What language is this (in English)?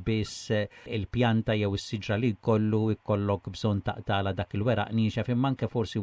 Maltese